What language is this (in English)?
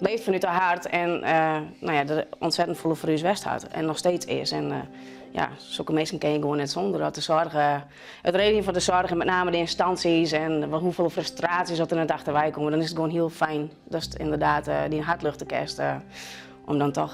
Western Frisian